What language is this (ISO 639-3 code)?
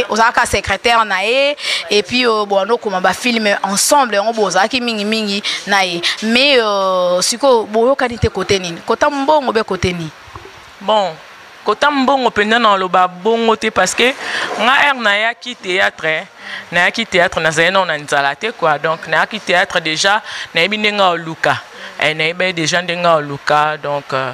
lin